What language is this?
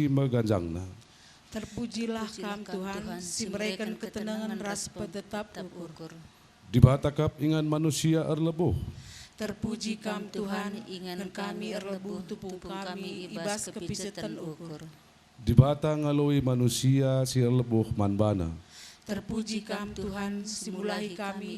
Batak Karo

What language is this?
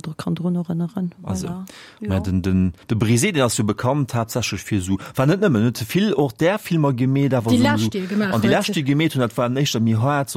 Luxembourgish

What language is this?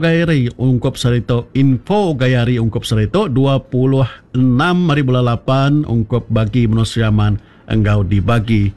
Iban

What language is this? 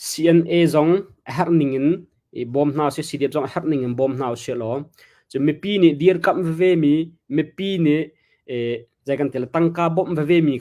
Hakha Chin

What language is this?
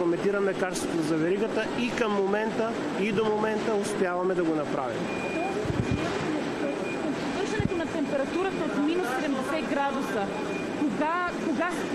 Bulgarian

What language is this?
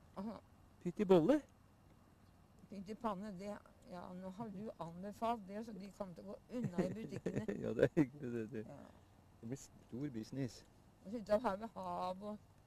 Norwegian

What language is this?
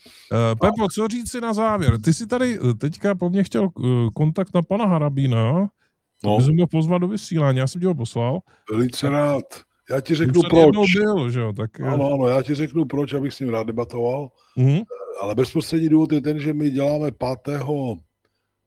Czech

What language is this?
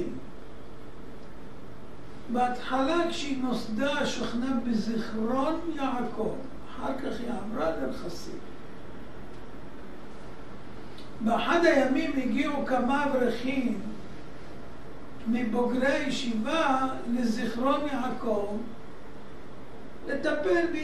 Hebrew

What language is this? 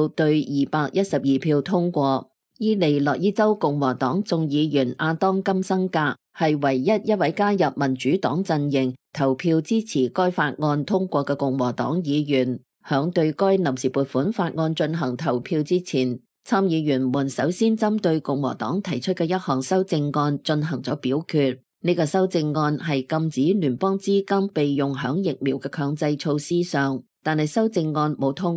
Cantonese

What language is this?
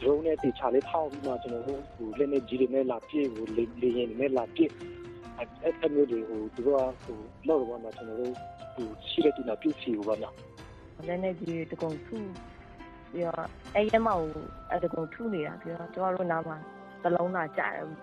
Burmese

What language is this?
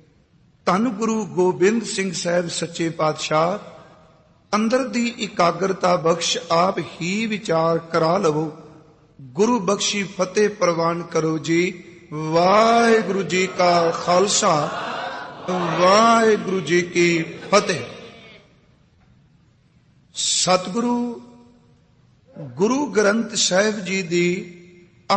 Punjabi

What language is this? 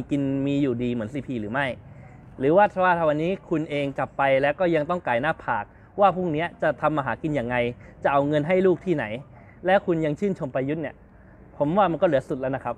Thai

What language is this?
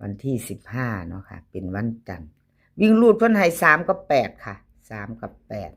Northeastern Thai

